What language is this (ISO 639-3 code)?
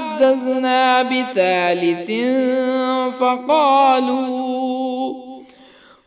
ara